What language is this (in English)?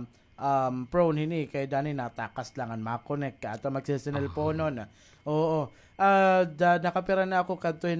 Waray